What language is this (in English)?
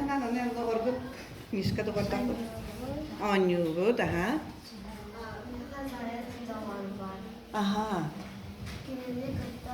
Yakut